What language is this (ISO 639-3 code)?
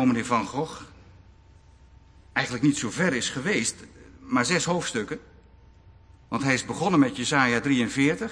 nld